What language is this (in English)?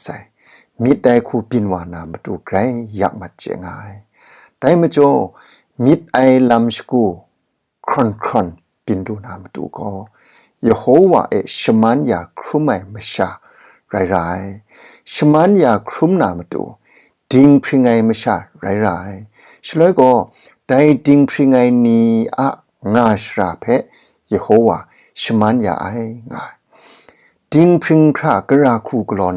Kachin